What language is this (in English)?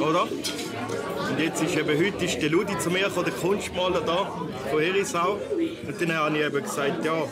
Swiss German